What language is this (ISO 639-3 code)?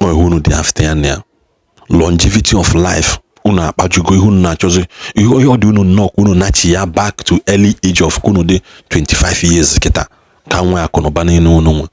ibo